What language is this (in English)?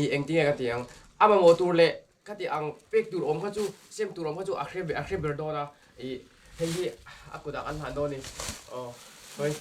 Mizo